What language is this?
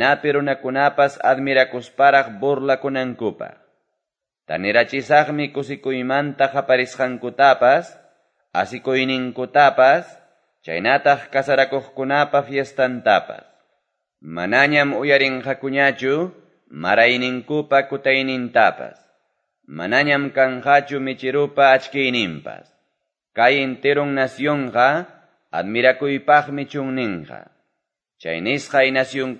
Quechua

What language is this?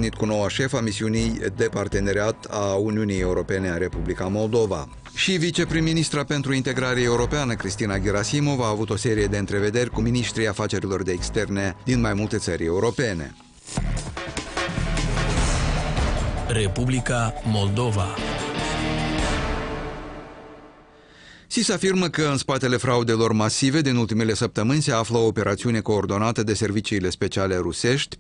Romanian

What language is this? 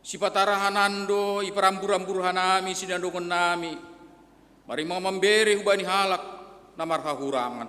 Batak Simalungun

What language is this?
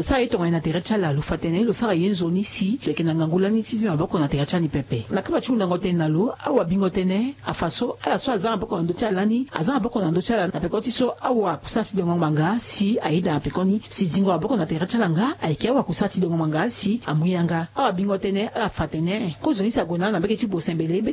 Sango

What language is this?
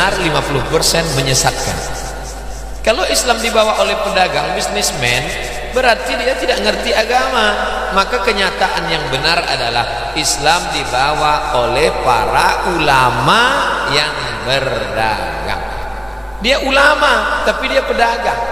Indonesian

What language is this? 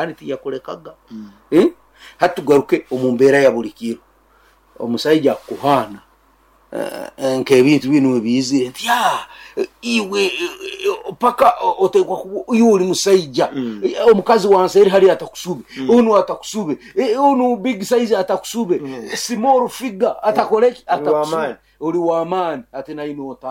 Nyoro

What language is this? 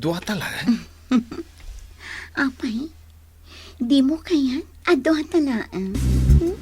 Iloko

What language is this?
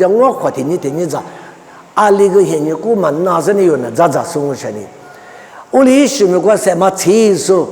Lisu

